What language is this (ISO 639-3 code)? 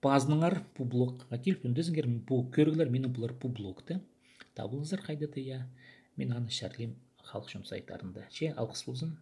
kjh